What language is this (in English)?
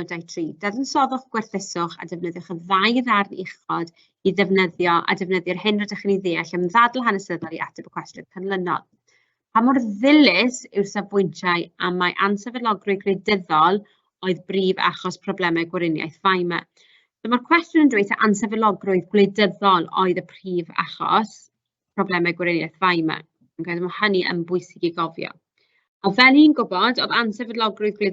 Welsh